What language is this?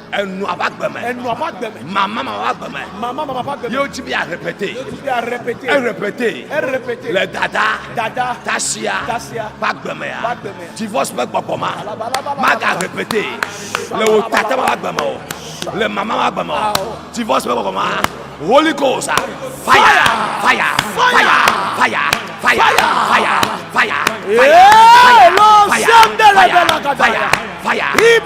Ewe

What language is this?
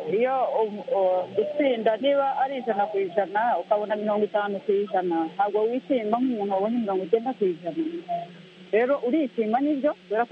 Kinyarwanda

